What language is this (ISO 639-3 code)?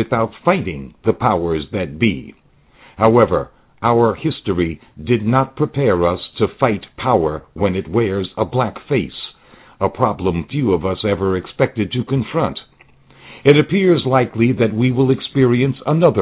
eng